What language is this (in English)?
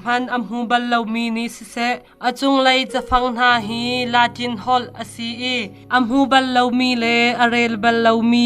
Hakha Chin